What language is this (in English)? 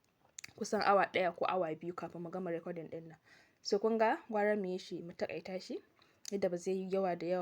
Hausa